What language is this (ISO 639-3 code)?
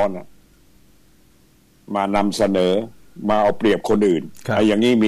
tha